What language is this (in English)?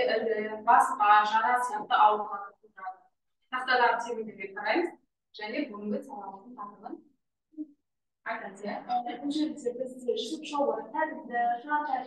Kazakh